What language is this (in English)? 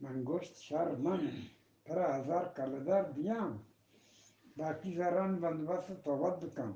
Eastern Balochi